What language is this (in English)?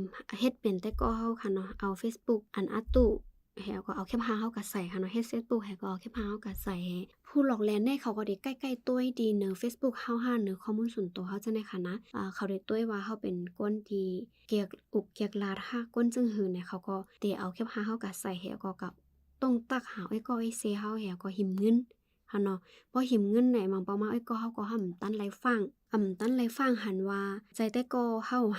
Shan